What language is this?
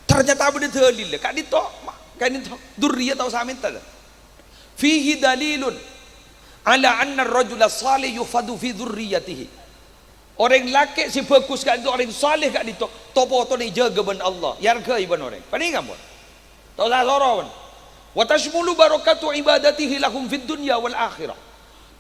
Madurese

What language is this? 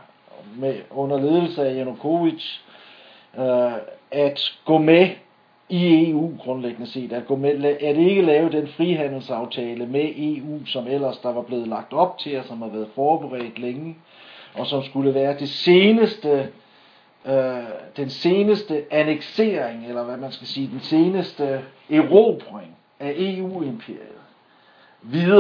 Danish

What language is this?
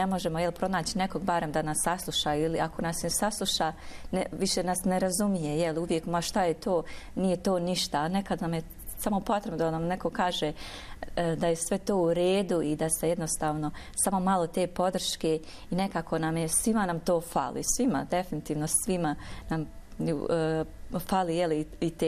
Bosnian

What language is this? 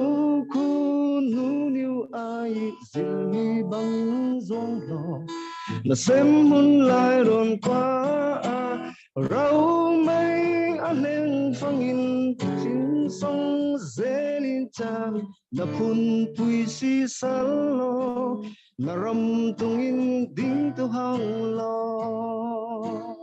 Falam Chin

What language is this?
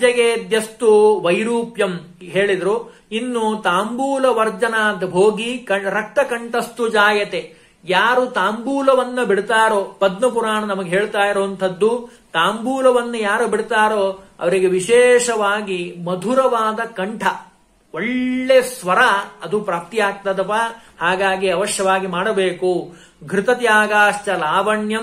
Kannada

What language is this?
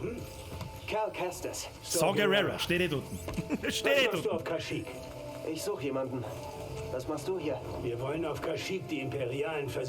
Bavarian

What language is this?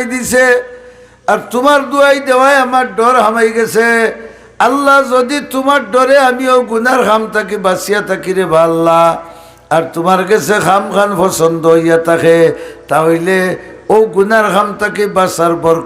Sylheti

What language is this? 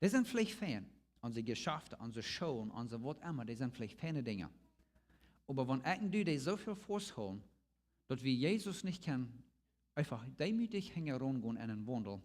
Plautdietsch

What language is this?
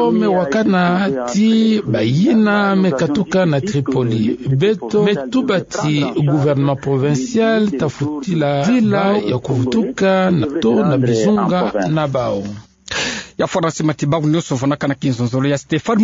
Kituba (Democratic Republic of Congo)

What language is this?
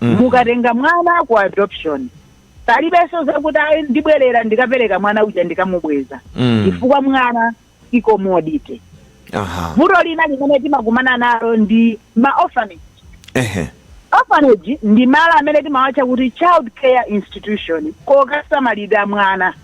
Nyanja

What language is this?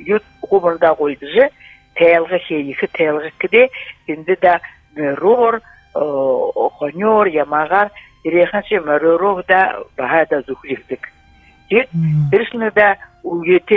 Buriat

